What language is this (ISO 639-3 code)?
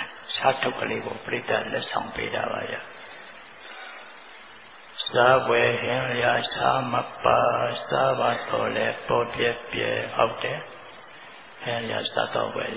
mya